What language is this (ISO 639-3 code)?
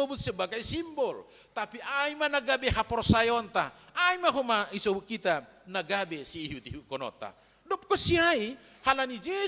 bts